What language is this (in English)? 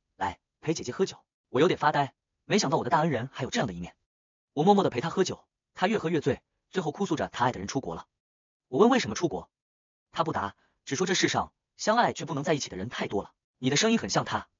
Chinese